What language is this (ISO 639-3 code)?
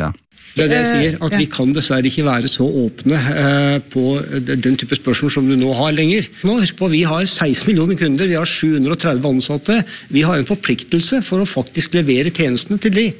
isl